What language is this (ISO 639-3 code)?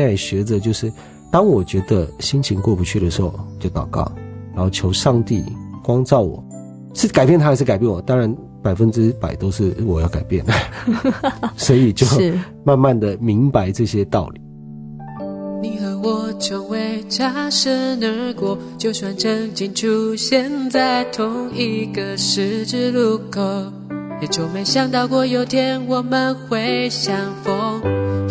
zho